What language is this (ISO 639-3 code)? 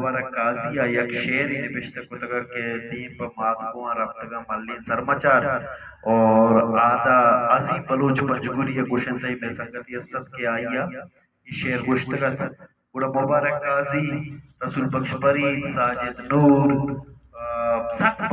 bal